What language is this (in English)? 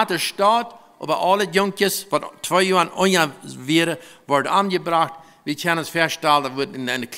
Plautdietsch